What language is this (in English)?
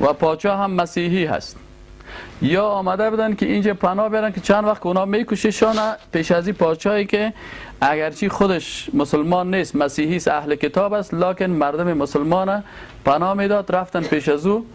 Persian